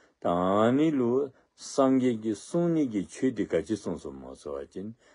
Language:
Dzongkha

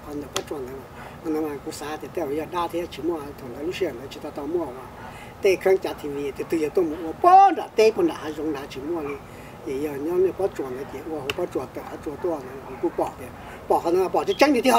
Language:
Hmong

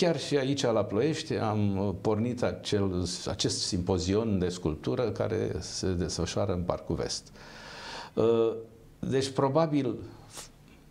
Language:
Romanian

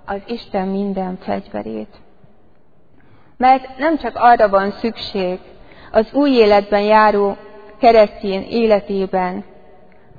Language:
Hungarian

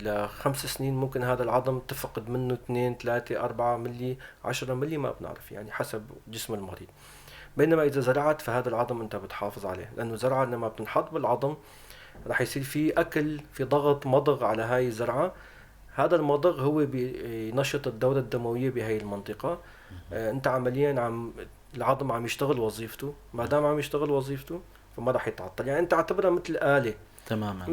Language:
North Levantine Arabic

